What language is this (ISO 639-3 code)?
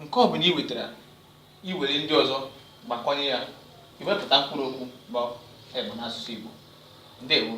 ibo